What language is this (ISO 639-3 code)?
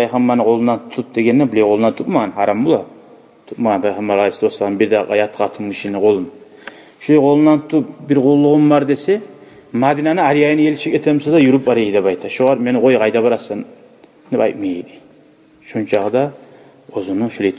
kum